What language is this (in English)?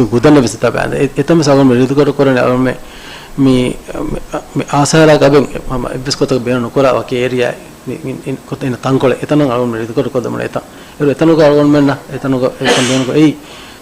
Divehi